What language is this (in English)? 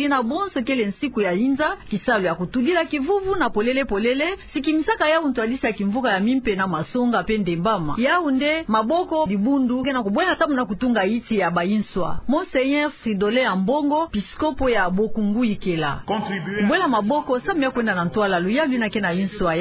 Kituba (Democratic Republic of Congo)